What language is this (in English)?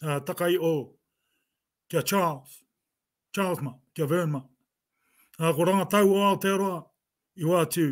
Māori